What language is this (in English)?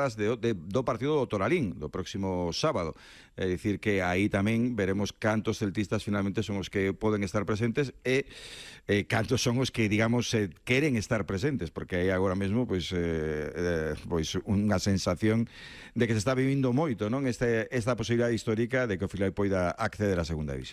Galician